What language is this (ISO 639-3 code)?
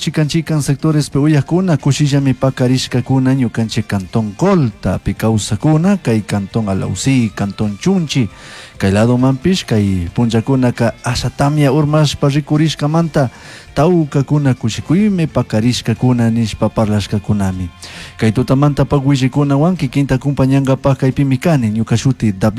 qug